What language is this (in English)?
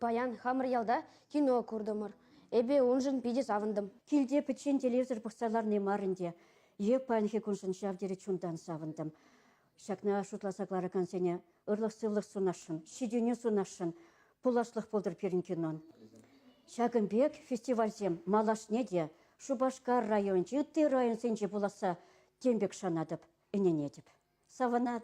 Chuvash